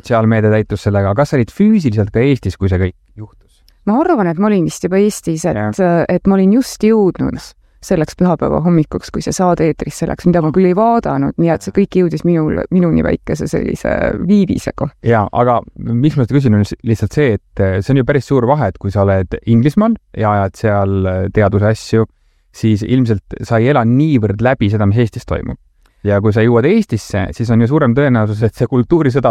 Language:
Estonian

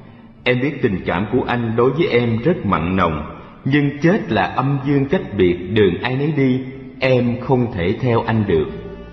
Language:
Vietnamese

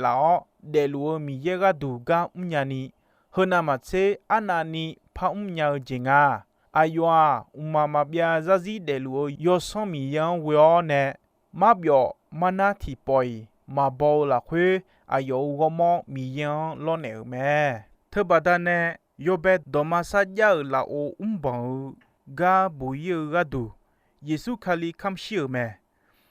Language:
Akha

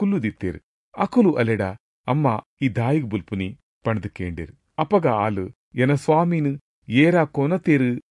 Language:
Tulu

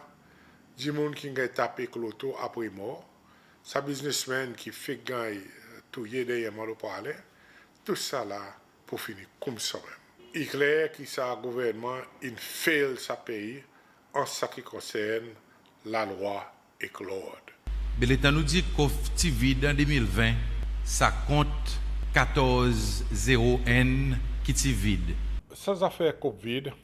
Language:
Seselwa Creole French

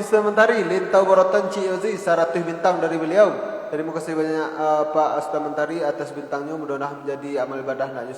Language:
Minangkabau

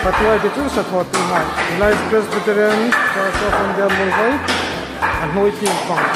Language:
Hmar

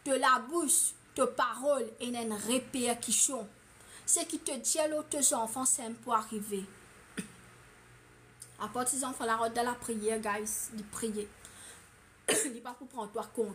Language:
Morisyen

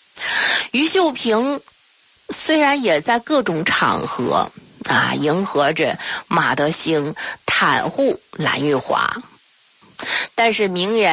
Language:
Chinese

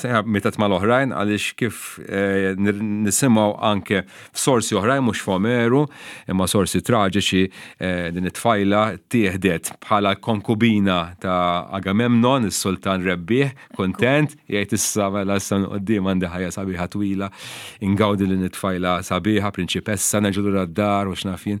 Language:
Maltese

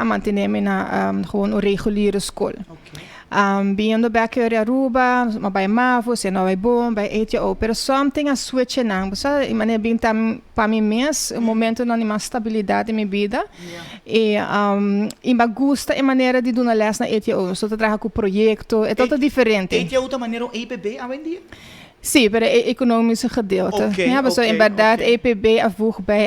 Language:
Papiamento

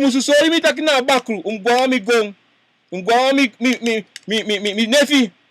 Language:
Sranan Tongo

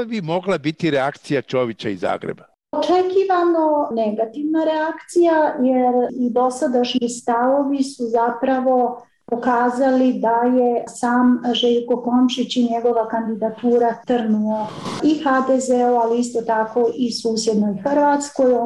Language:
Bosnian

